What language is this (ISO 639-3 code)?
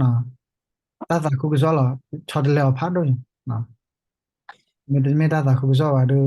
ksw